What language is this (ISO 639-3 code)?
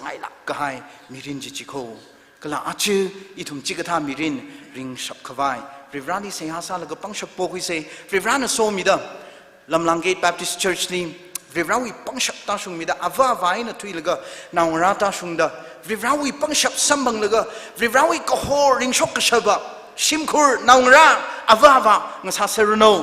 nmf